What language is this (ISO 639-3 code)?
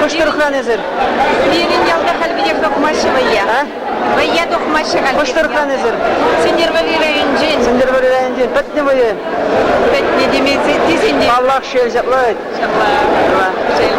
chv